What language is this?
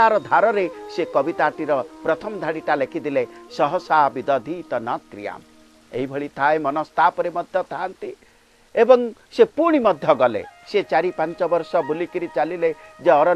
Odia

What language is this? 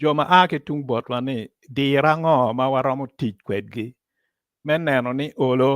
Acoli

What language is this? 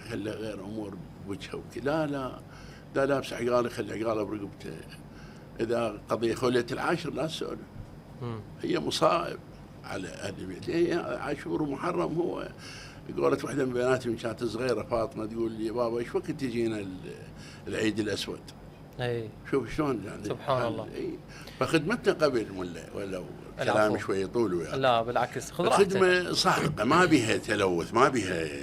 Mesopotamian Arabic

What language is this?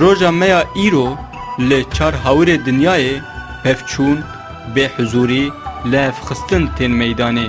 Kurdish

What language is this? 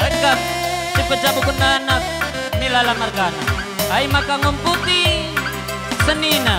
Batak Karo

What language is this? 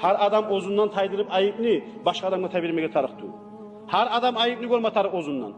Kumyk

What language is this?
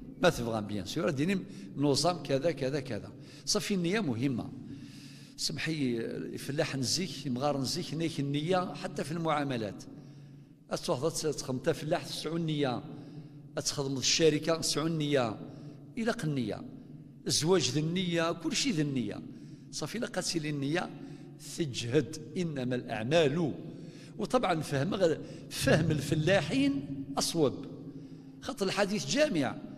Kabyle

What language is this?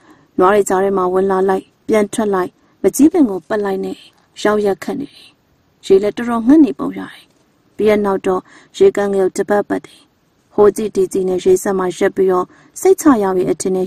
Burmese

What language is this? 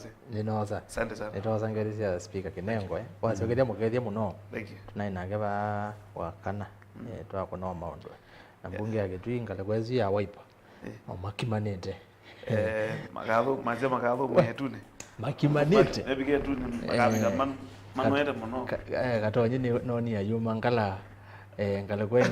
Kamba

